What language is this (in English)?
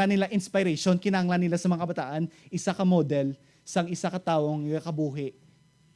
Hiligaynon